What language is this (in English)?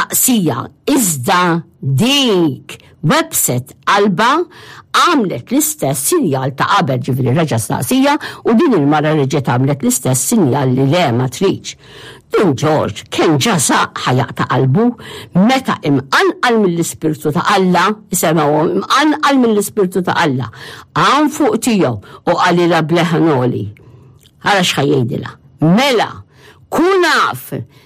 Maltese